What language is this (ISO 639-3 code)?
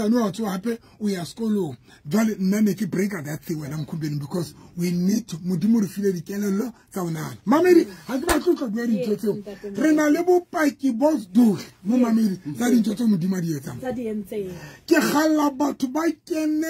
sot